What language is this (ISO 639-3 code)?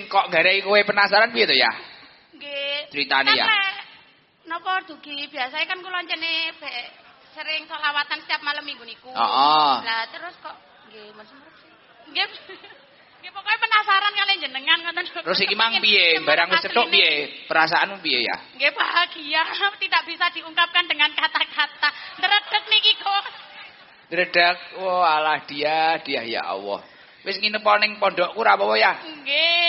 jav